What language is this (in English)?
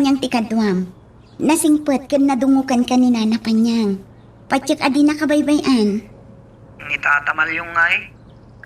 Iloko